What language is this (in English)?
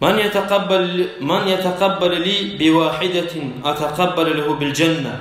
Kumyk